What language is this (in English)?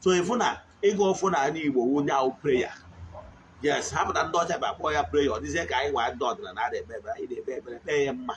Igbo